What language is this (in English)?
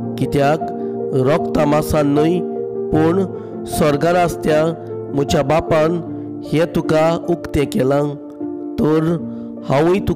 Konkani